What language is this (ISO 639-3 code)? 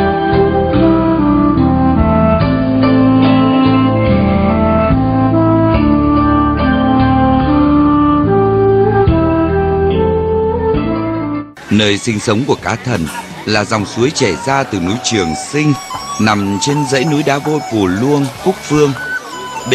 vie